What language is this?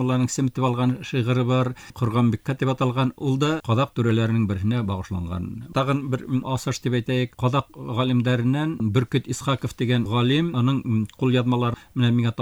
Bashkir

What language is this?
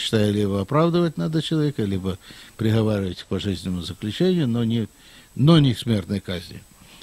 Russian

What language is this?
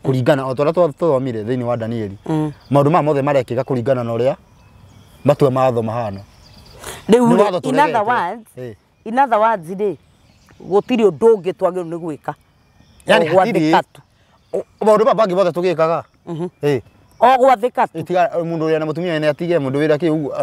Kikuyu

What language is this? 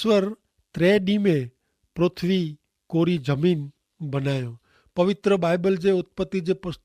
Kachhi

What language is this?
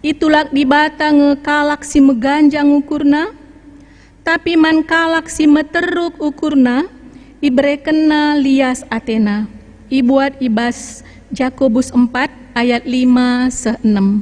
Batak Karo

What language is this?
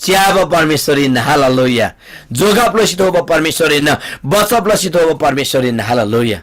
Eastern Tamang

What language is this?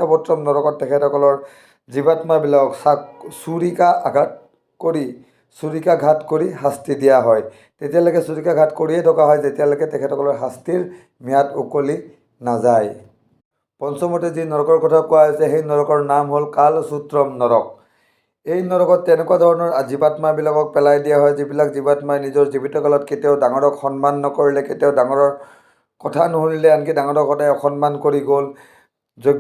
Assamese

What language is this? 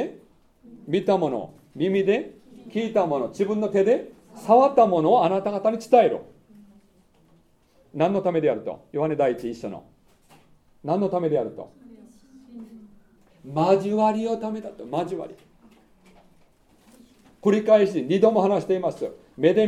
Japanese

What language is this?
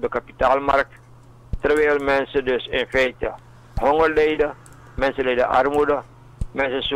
Dutch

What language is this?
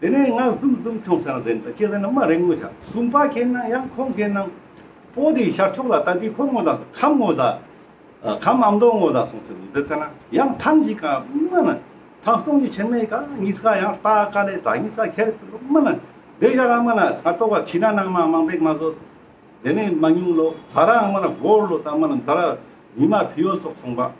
Ladakhi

